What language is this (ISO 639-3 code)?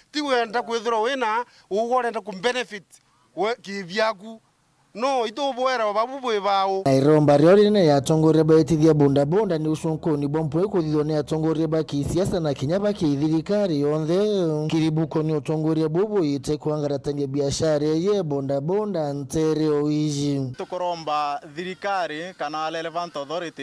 mer